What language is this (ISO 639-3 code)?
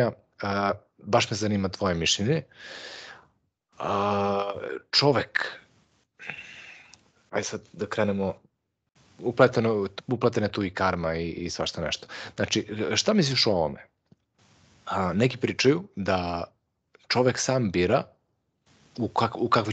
srp